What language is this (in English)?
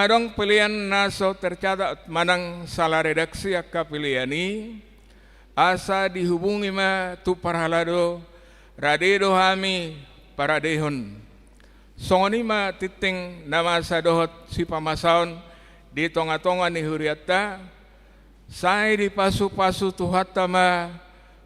Batak Toba